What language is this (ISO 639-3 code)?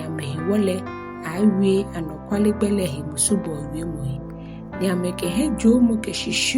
gaa